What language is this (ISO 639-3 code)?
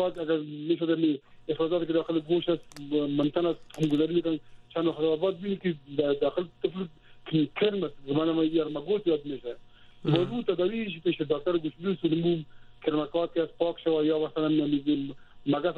fas